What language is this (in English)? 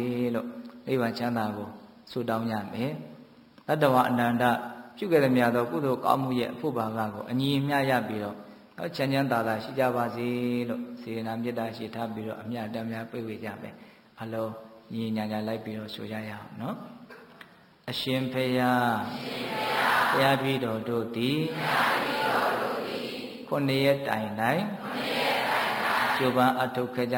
Burmese